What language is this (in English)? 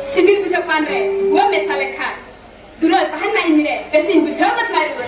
Santali